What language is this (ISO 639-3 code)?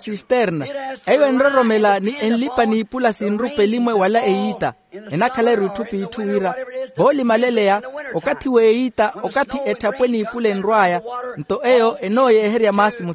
vmw